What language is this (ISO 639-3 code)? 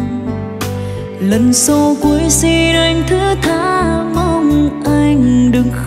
vie